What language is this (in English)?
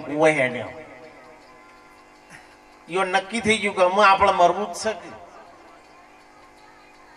Gujarati